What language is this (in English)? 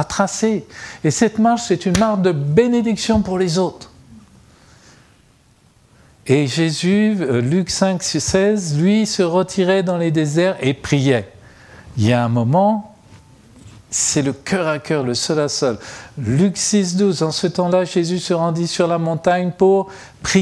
French